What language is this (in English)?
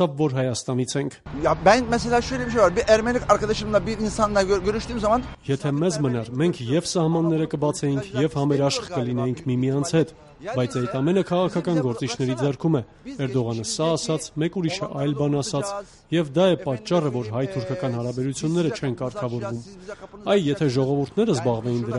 Armenian